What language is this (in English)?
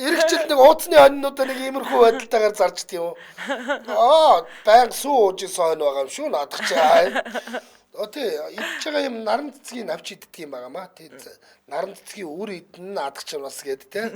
Mongolian